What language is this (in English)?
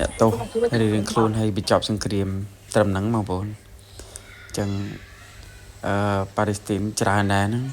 Khmer